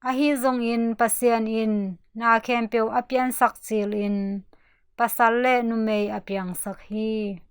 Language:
Tedim Chin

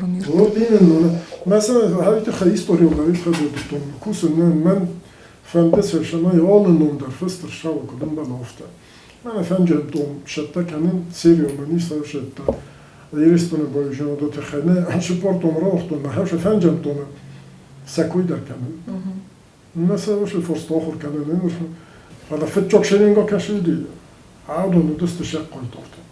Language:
Ossetic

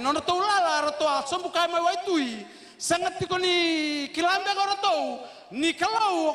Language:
Fijian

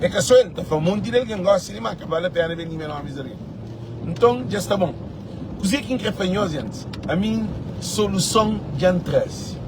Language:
Kabuverdianu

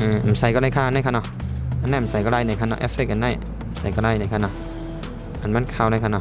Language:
Shan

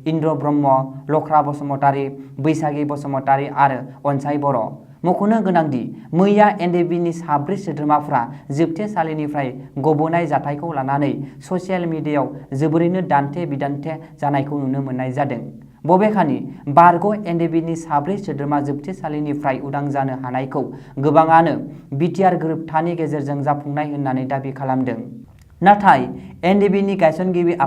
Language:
Bodo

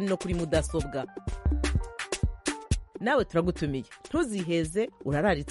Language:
Kinyarwanda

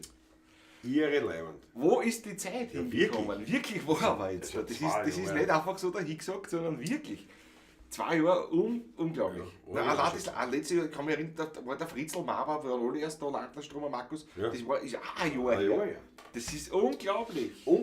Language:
Bavarian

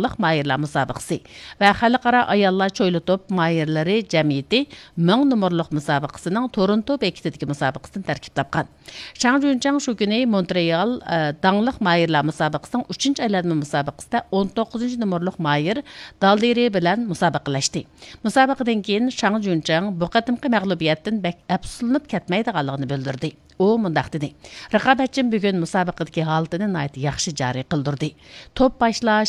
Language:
Uyghur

